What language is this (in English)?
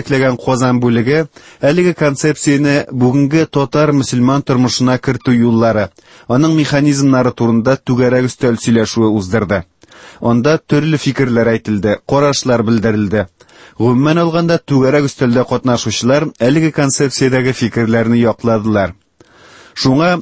Tatar